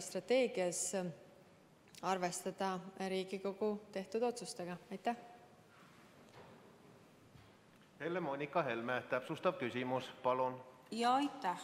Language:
Estonian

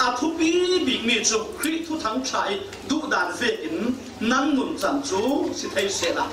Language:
Falam Chin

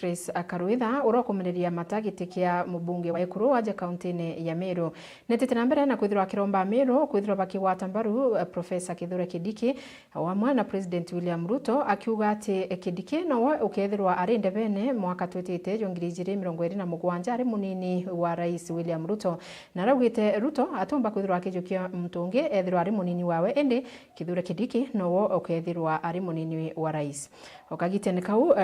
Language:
Meru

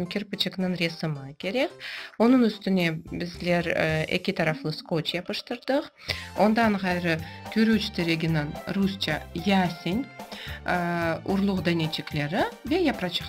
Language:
Crimean Tatar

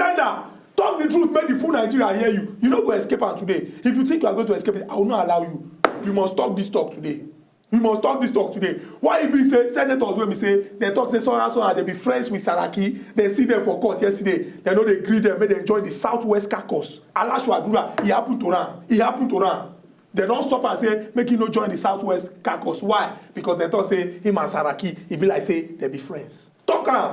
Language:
Nigerian Pidgin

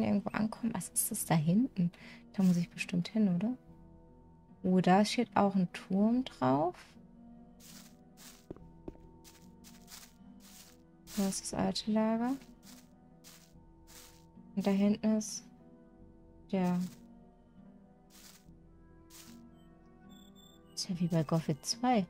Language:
German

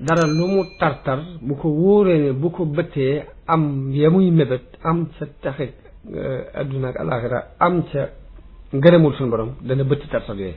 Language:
Wolof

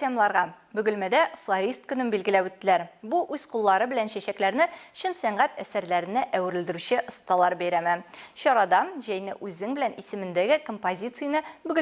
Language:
Tatar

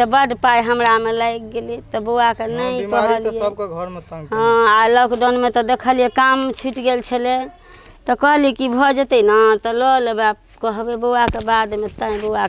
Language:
Maithili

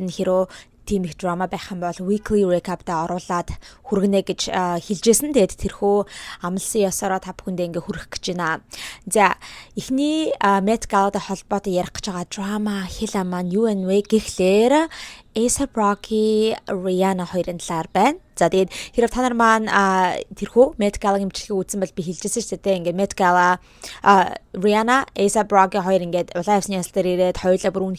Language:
Mongolian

